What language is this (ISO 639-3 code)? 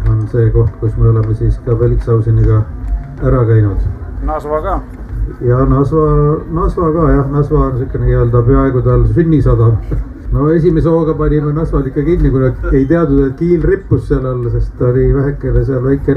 est